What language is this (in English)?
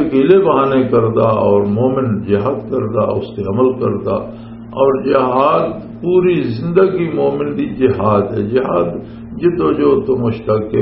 Western Panjabi